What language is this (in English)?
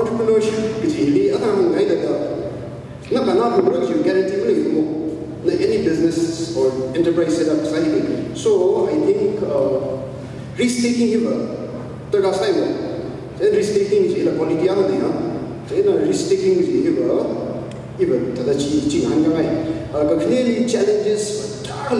Tangkhul Naga (India)